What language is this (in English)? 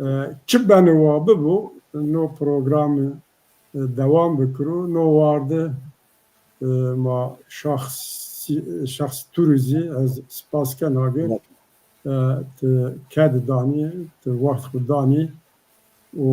Zaza